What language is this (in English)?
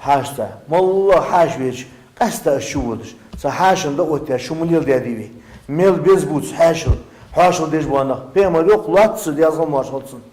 Ingush